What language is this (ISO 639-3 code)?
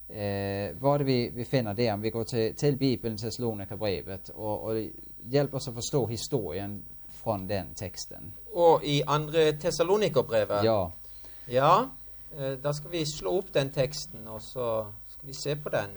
nor